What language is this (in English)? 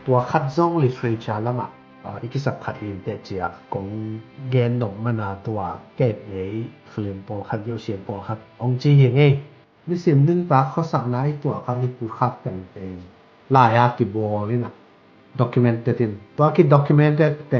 Tedim Chin